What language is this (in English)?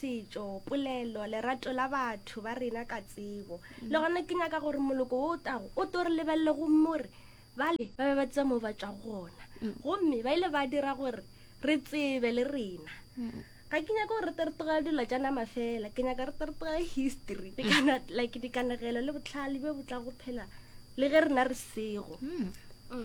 Northern Sotho